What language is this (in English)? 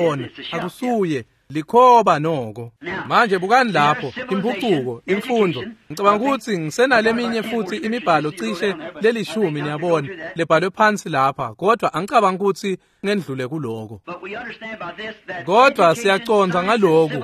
Swati